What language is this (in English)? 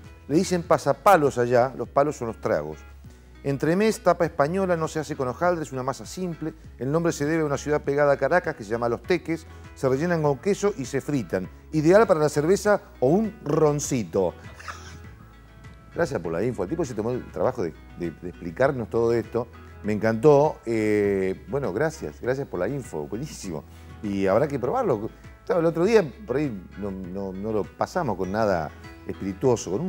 Spanish